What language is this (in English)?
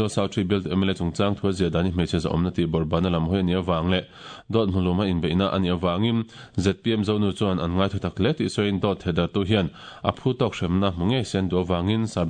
Mizo